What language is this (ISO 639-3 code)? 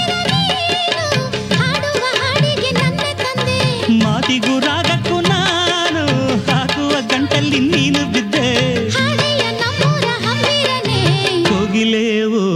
kan